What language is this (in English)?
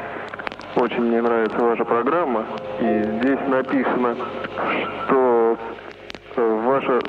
Russian